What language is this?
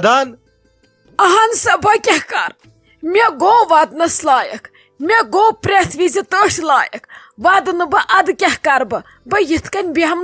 Kashmiri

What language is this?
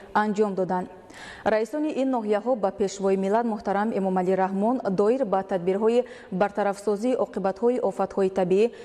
Tajik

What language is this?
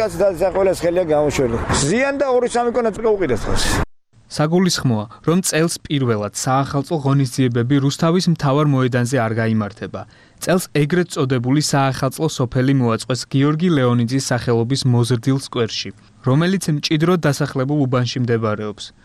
Georgian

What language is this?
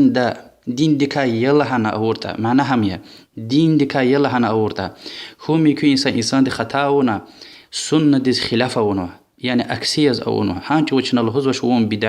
Lezghian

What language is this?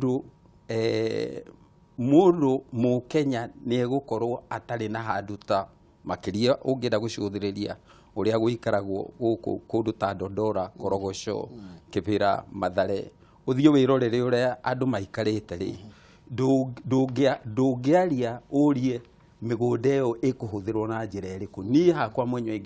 Kikuyu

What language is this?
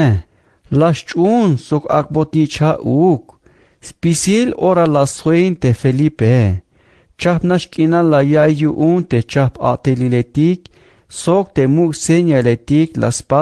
Tzeltal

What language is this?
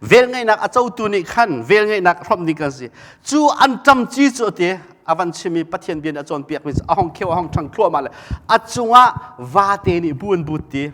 Hakha Chin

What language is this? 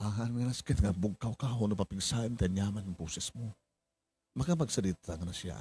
Iloko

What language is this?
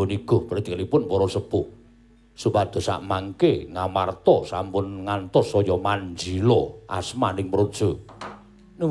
Javanese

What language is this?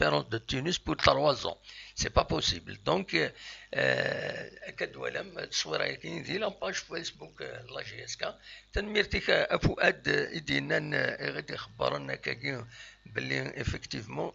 Kabyle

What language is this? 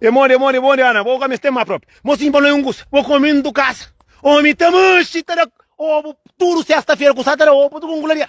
Kabuverdianu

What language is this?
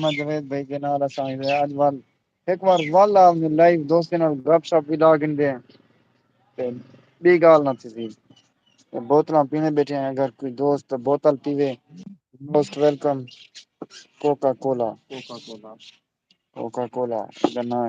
Saraiki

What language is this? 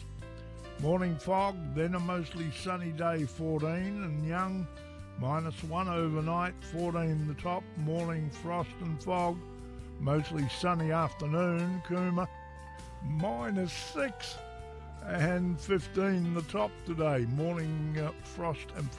English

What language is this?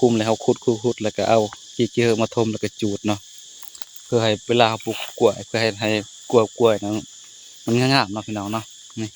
Northeastern Thai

